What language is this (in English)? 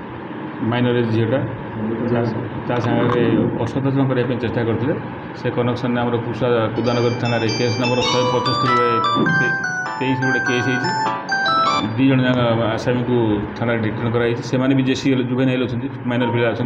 Odia